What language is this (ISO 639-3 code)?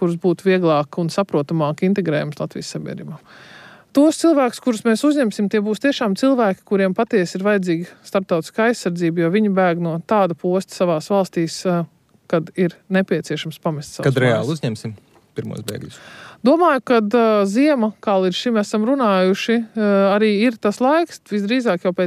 lav